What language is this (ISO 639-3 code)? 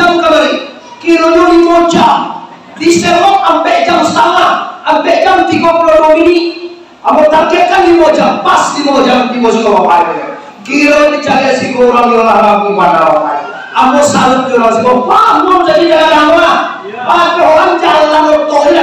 min